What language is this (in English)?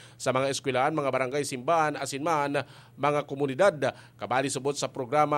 Bikol